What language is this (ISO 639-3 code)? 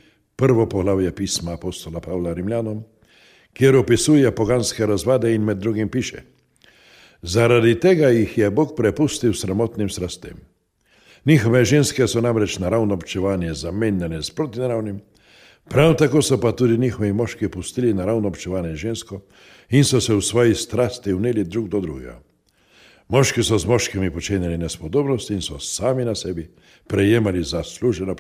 slv